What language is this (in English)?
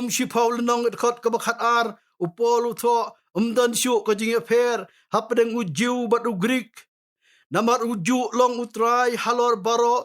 Khasi